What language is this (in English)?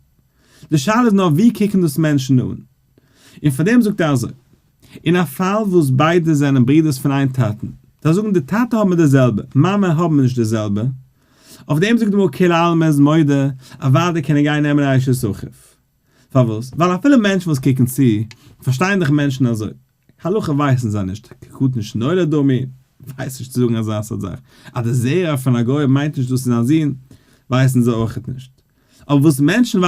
Yiddish